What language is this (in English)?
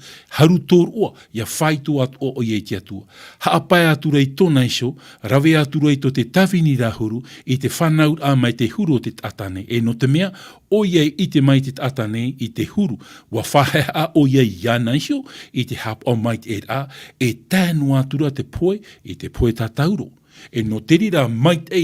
Tahitian